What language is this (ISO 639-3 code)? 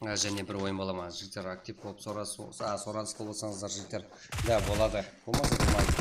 kaa